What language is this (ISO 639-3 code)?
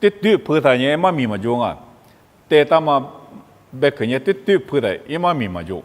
lis